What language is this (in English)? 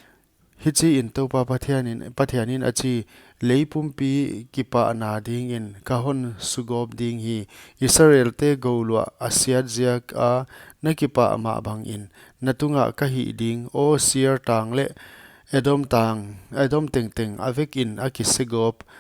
Paite Chin